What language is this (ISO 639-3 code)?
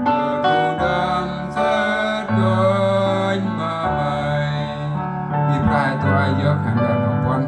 cmo